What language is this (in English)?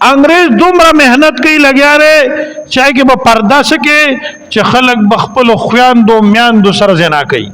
Pashto